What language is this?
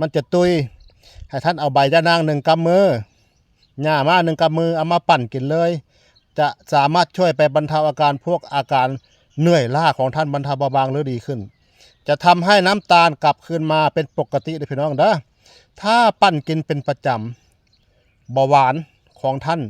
Northeastern Thai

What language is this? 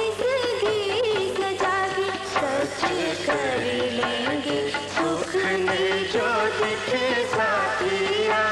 Dogri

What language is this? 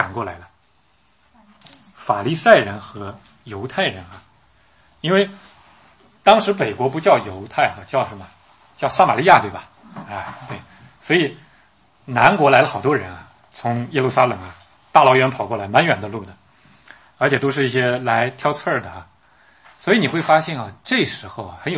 Chinese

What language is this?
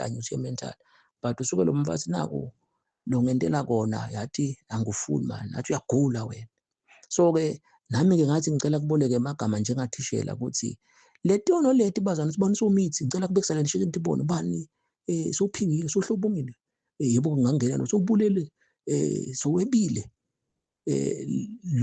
Zulu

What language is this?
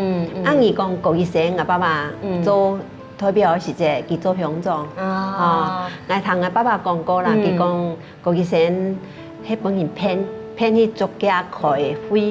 Hakka Chinese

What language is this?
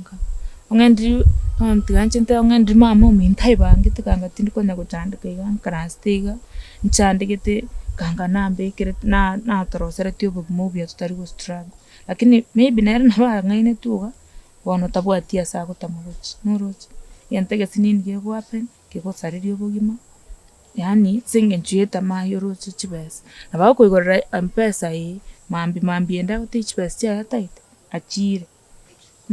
Gusii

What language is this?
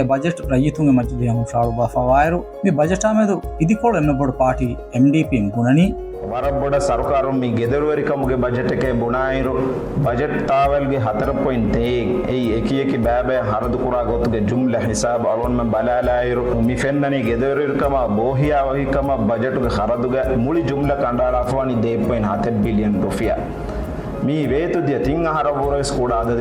Divehi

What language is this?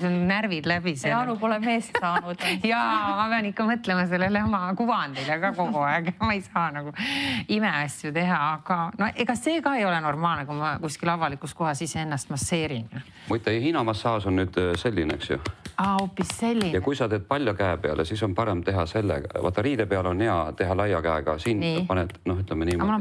Estonian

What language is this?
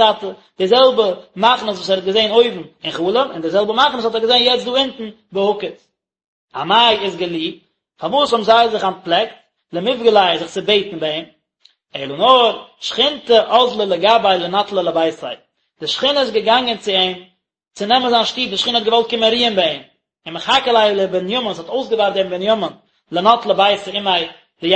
Yiddish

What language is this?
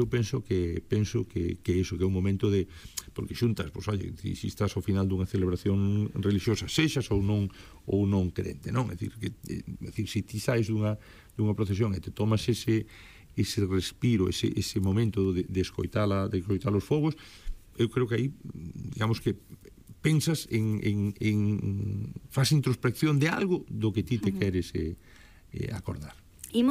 Galician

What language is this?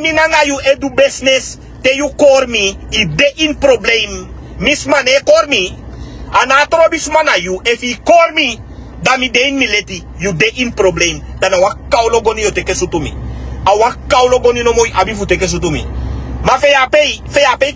Sranan Tongo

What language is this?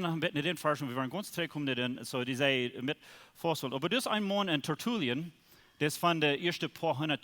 Plautdietsch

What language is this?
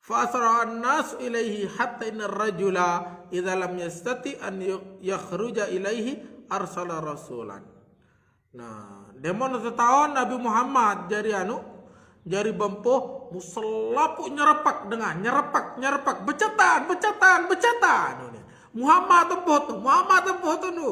Sasak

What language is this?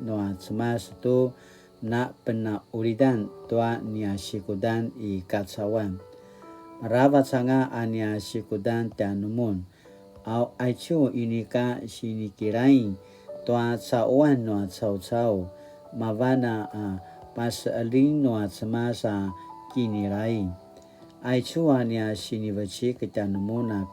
Paiwan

